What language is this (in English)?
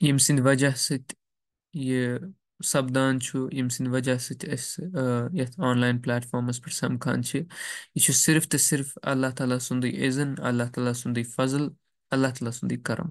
Kashmiri